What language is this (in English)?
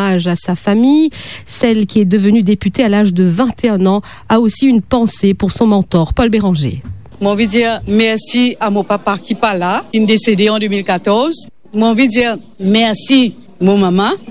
Morisyen